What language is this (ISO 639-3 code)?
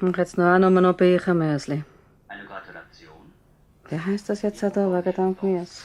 gsw